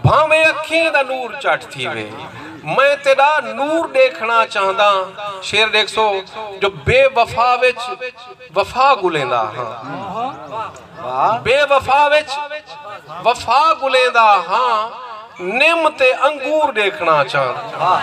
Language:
Saraiki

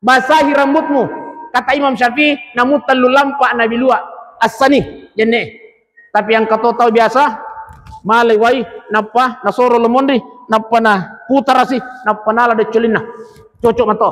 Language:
Buginese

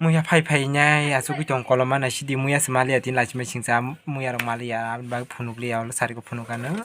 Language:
Kok Borok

